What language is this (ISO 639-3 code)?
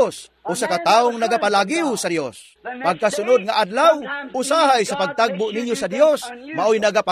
ceb